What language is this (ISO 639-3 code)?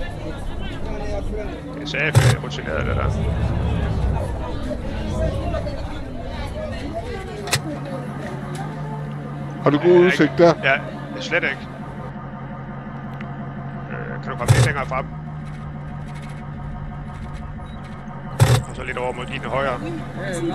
dan